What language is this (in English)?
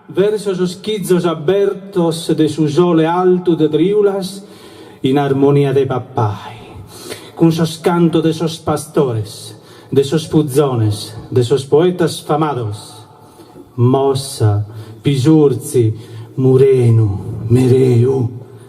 Sardinian